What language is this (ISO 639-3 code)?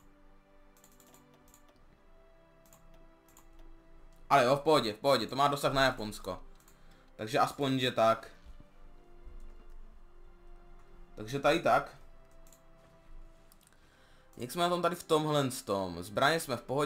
ces